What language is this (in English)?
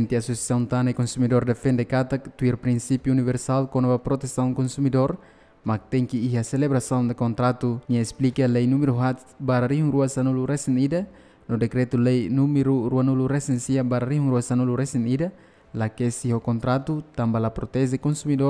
Tetum